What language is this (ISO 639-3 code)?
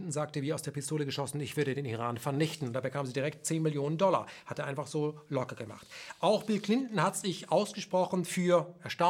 deu